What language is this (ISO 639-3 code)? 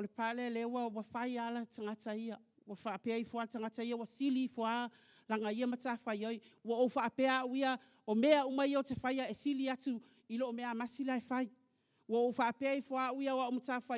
smo